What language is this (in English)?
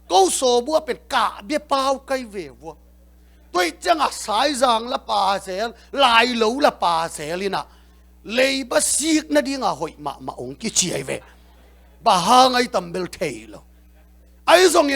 Tedim Chin